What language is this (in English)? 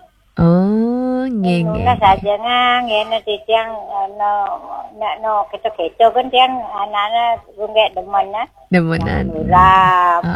Balinese